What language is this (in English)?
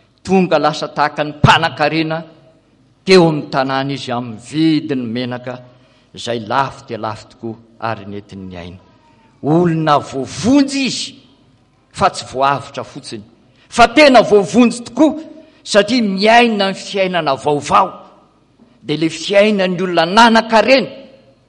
Malagasy